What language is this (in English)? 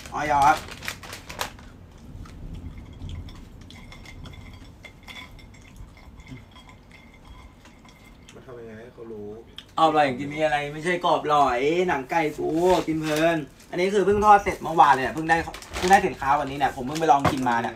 Thai